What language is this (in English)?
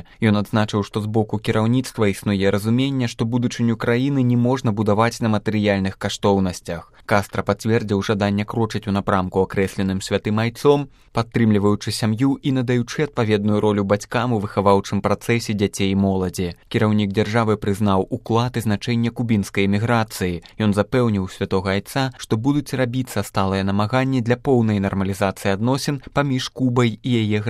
Belarusian